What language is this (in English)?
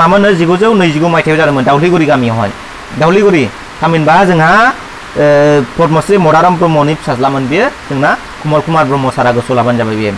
Bodo